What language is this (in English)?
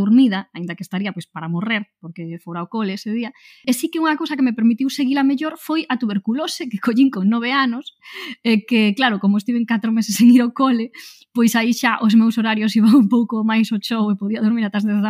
Galician